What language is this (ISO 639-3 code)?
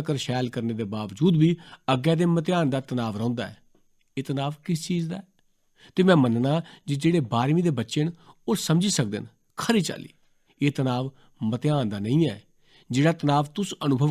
doi